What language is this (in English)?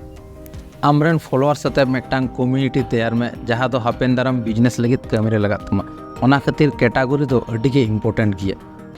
Santali